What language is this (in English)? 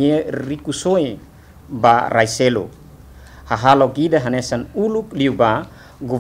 Tetum